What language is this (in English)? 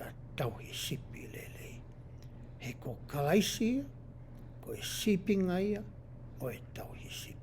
Tongan